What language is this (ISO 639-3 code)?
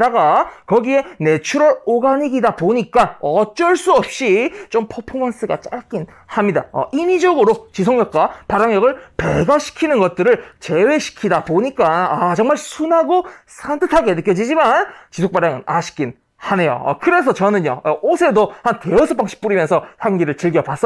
kor